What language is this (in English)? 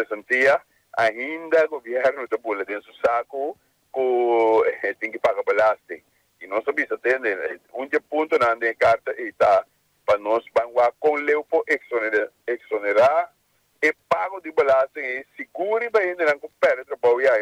Papiamento